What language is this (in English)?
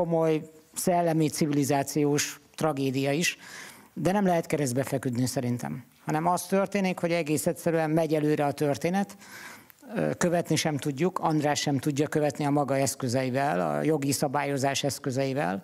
Hungarian